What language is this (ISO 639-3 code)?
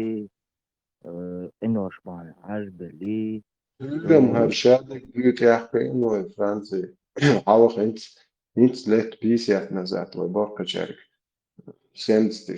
che